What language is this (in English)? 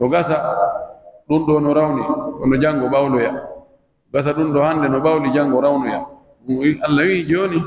Pular